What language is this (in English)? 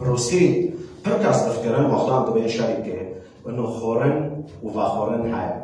Kurdish